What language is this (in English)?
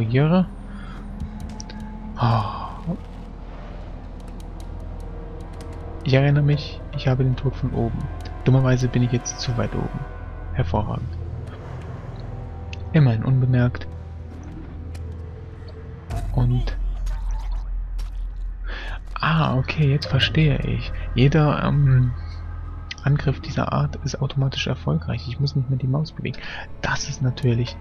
German